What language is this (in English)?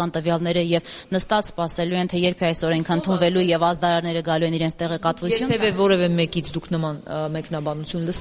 Armenian